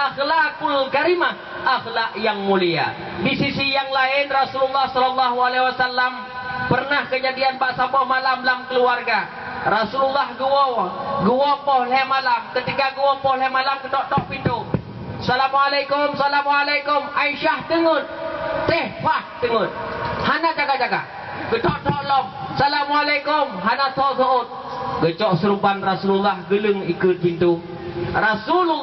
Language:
Achinese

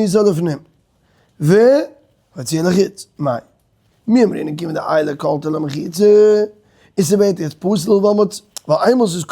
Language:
Yiddish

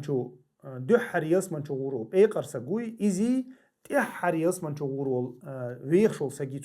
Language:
Chechen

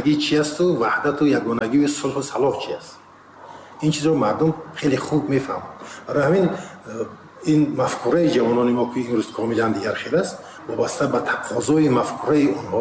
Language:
Tajik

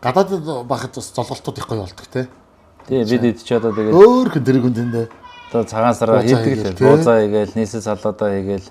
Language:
Mongolian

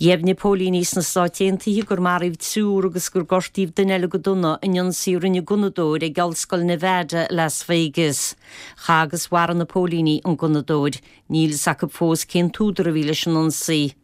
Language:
Irish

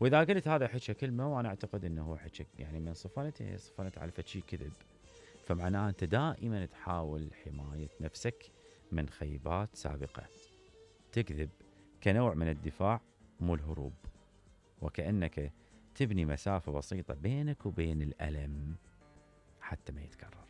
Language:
Mesopotamian Arabic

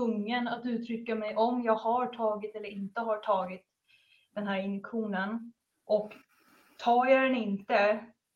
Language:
Swedish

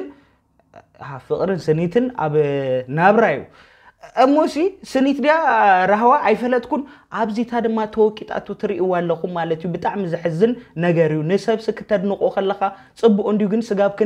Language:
Tigrinya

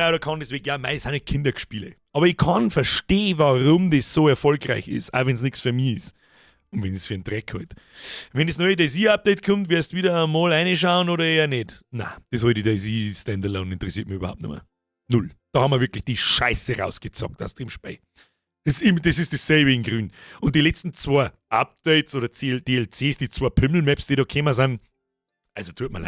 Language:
Bavarian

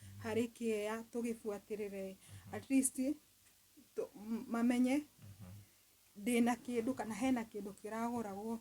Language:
Kikuyu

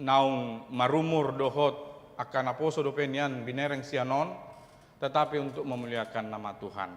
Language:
Batak Toba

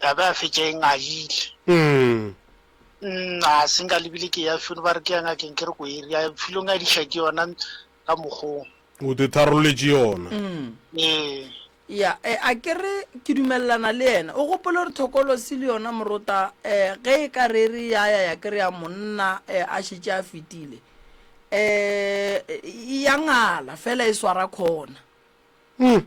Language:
Northern Sotho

